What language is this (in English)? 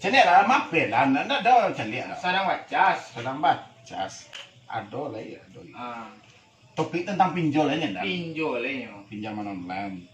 Minangkabau